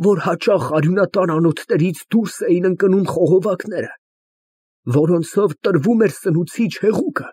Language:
Armenian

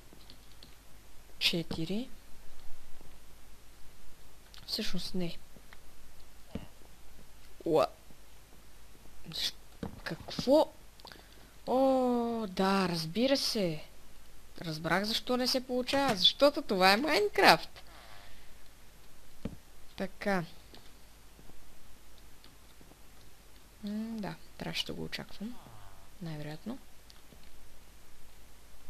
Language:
Bulgarian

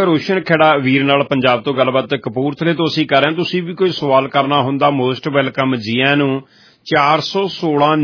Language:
Punjabi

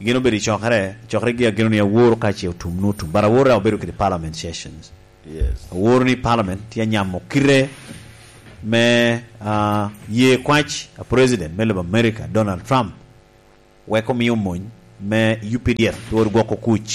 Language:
Lango (Uganda)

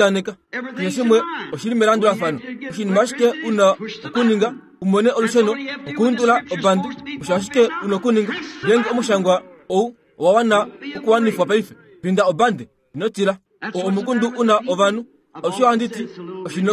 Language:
Kuanyama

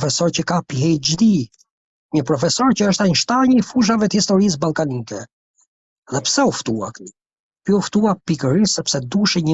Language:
Albanian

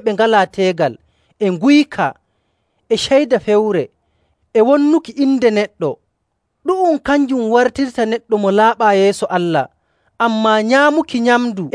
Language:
Nigerian Fulfulde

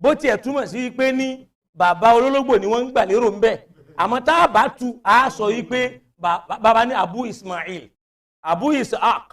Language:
Yoruba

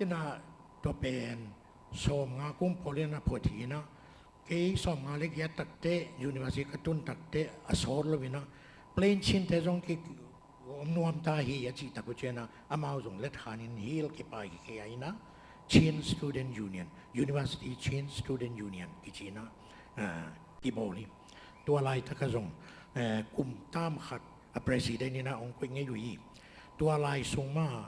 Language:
Tedim Chin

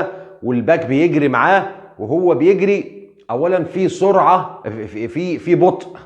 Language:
Egyptian Arabic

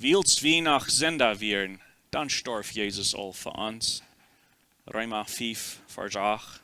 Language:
Plautdietsch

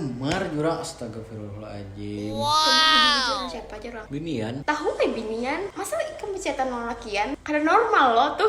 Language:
Banjar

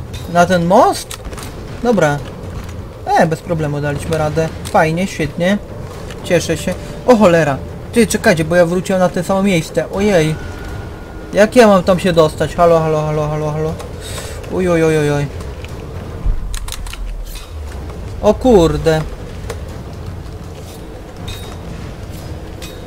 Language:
Polish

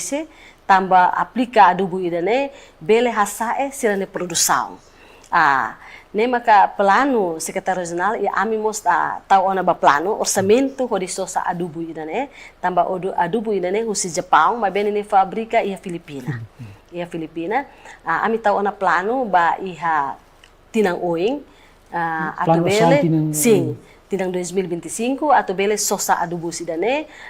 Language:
Tetum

